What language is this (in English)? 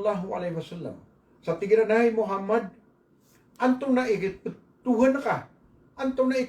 Maranao